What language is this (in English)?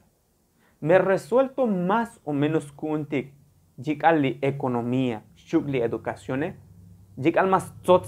Tzotzil